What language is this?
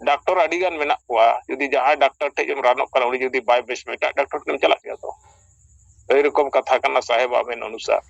Santali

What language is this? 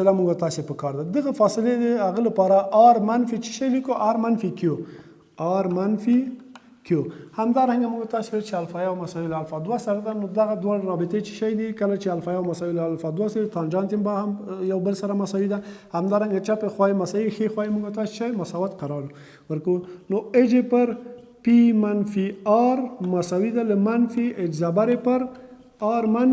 Pashto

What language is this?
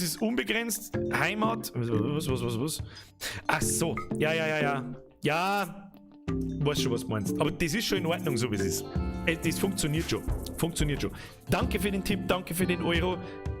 Bavarian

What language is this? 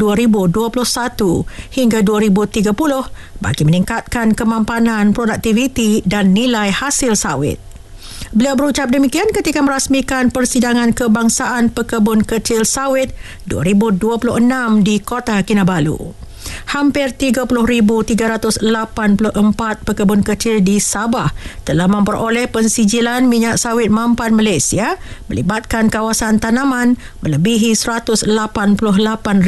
Malay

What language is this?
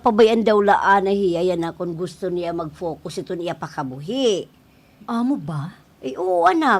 Waray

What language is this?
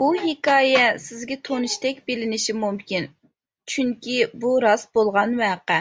Uyghur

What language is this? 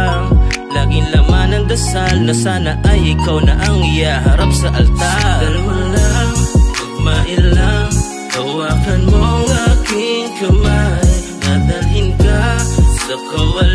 Filipino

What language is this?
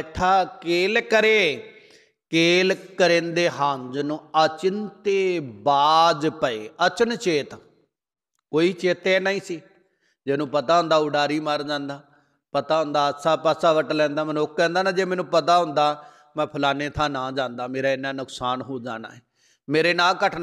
Punjabi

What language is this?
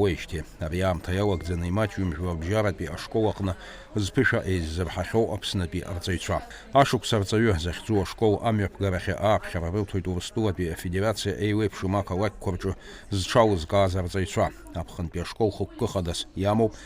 Abkhazian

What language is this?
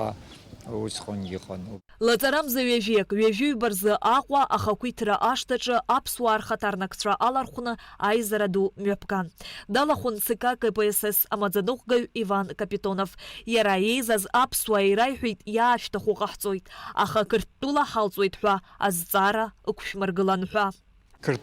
Abkhazian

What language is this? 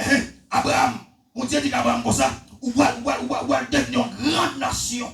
Haitian Creole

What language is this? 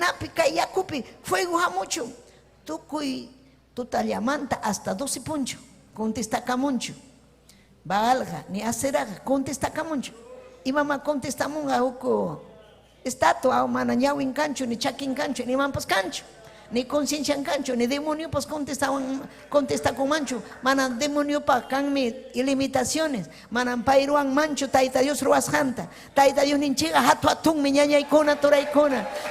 Ayacucho Quechua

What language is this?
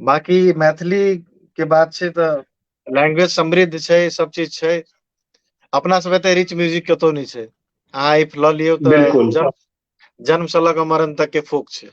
Maithili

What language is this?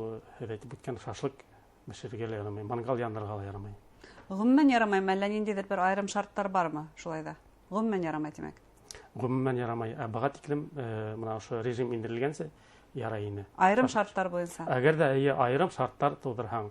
Bashkir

